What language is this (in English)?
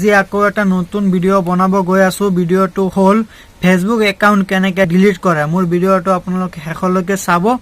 Assamese